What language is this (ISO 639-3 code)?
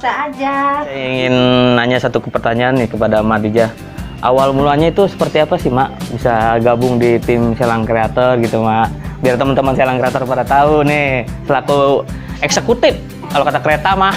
bew